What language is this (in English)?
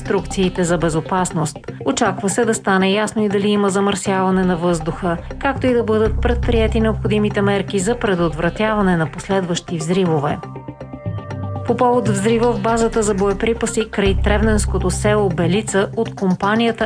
Bulgarian